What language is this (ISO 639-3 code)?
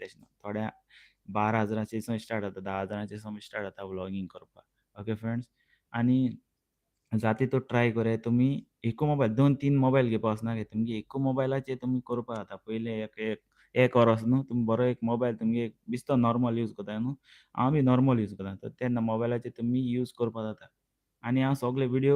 kok